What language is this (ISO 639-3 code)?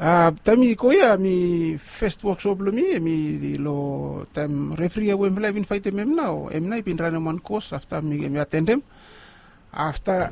bis